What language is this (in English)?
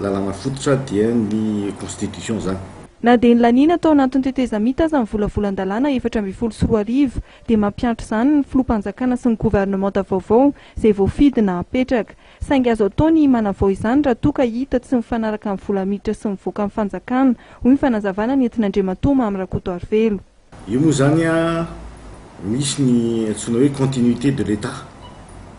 Malagasy